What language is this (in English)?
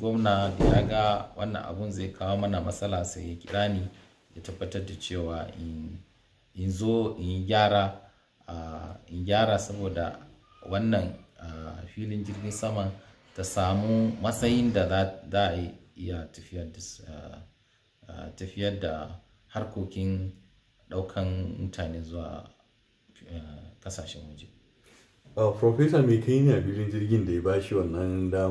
Hausa